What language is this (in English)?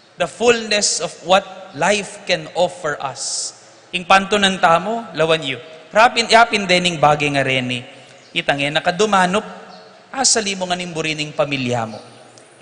Pampanga